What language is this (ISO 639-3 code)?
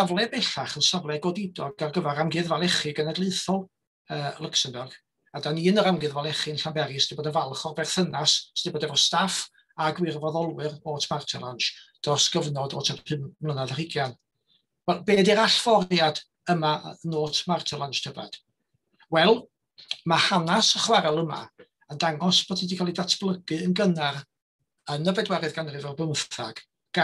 cym